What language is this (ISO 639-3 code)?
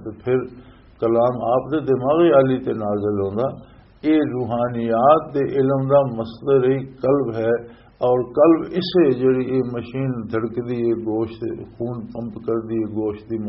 lah